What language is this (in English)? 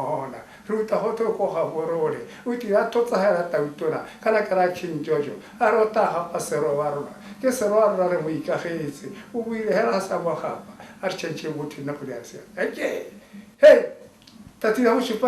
Tswana